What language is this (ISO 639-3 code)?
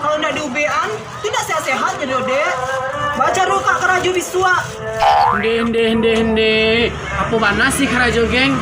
min